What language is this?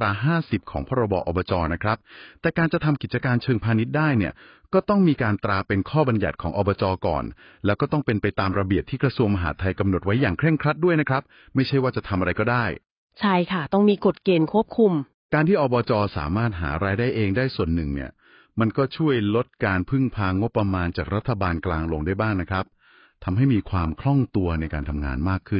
Thai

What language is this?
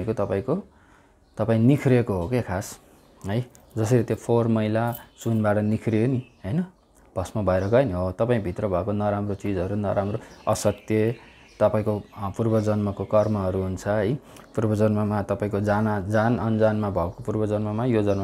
Nepali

